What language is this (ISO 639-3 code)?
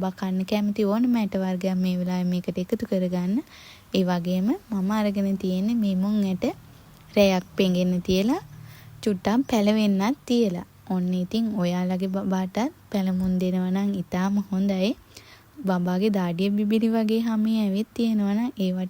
sin